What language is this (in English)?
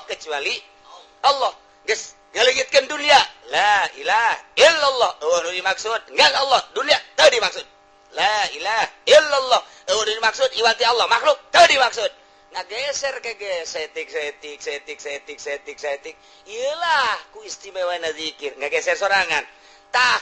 Sundanese